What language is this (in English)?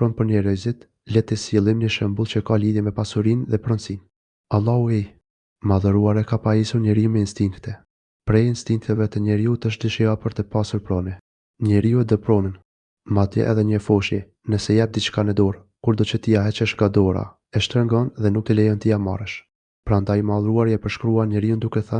Albanian